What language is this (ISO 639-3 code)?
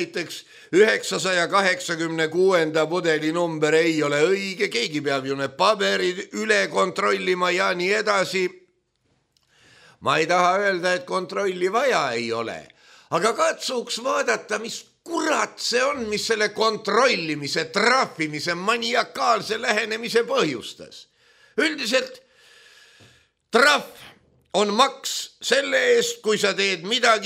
est